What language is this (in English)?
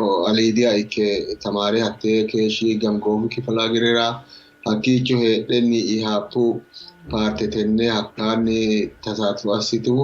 Sidamo